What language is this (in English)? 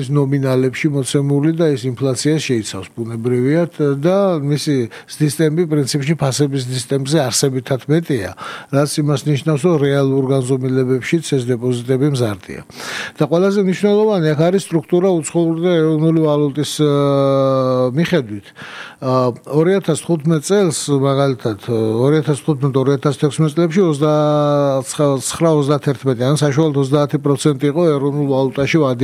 Georgian